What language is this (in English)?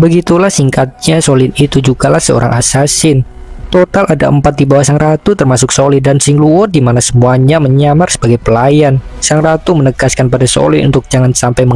Indonesian